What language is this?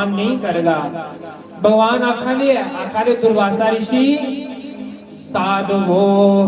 Dogri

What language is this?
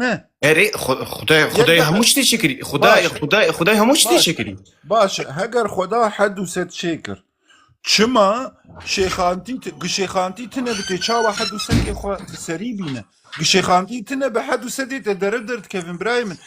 Kurdish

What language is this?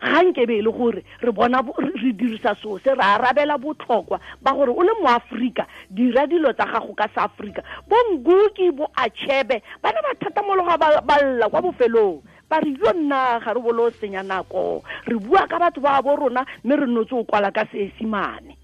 Tswana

